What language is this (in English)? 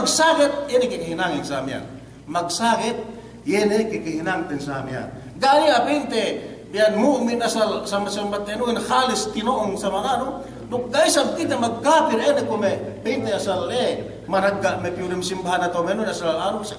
Yakan